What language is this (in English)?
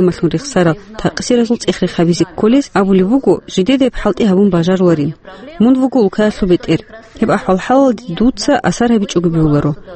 Avaric